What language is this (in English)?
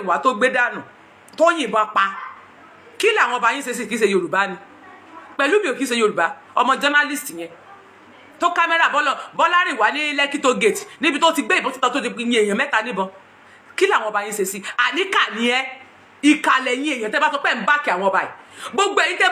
Yoruba